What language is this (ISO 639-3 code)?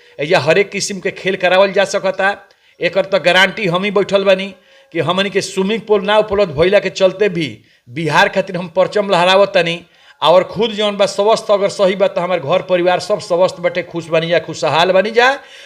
bho